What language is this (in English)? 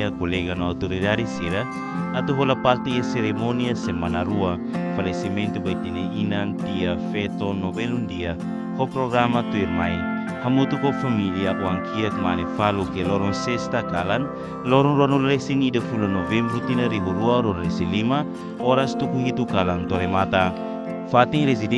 Tetum